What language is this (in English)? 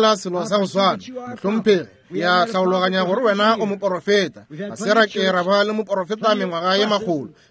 Northern Sotho